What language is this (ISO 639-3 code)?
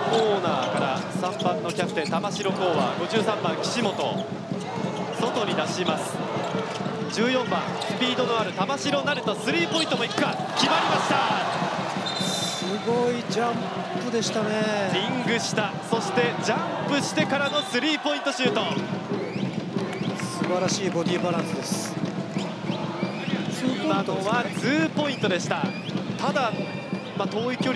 jpn